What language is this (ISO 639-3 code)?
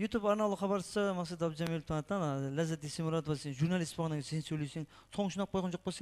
kaa